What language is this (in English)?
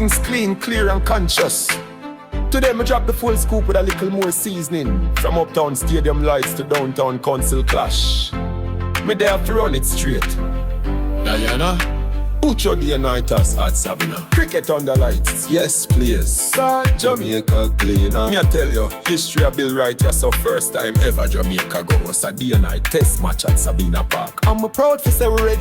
Jamaican Creole English